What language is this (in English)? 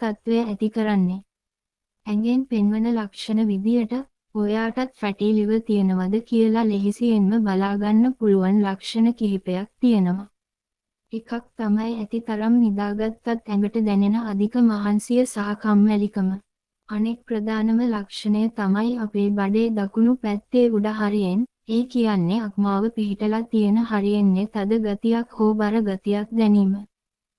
Sinhala